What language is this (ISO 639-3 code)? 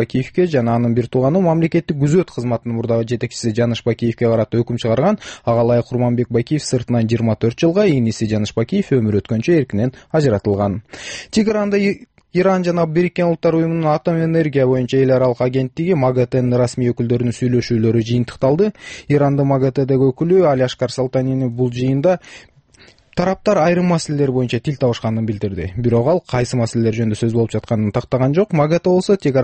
kir